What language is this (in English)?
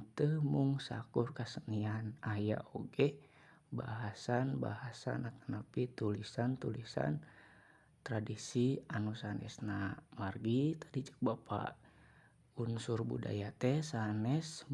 Sundanese